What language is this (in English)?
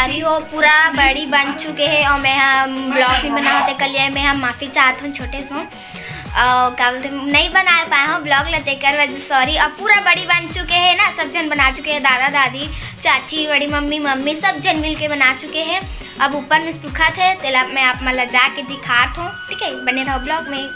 Chhattisgarhi